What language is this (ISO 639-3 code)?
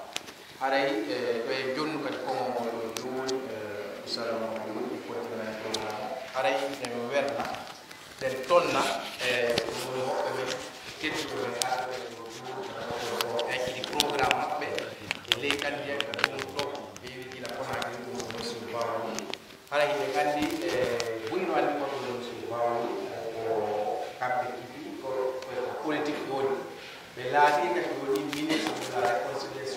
fuf